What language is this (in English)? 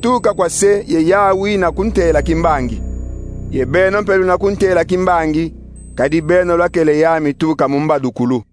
Kongo